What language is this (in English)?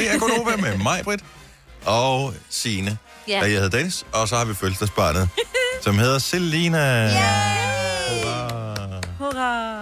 Danish